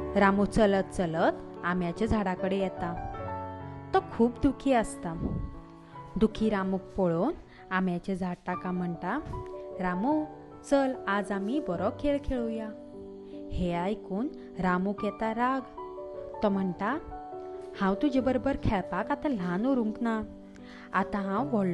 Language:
Konkani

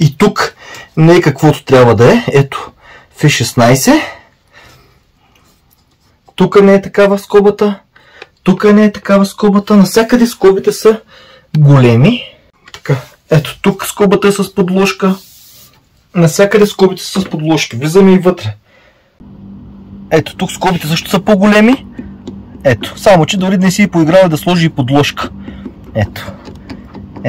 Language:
Bulgarian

